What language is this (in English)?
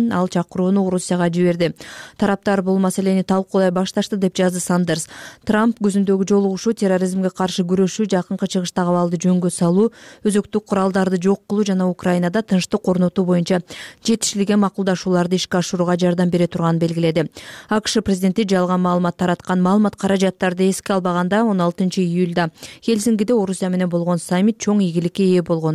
Kyrgyz